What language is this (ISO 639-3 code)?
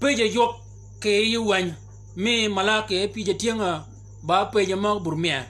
shk